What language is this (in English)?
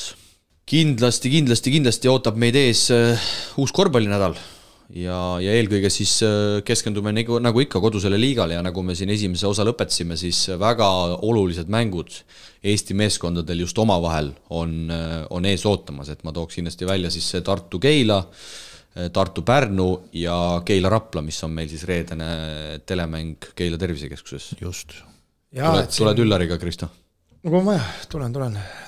Estonian